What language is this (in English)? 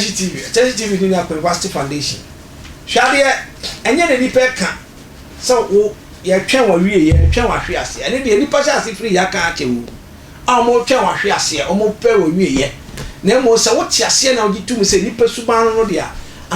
Akan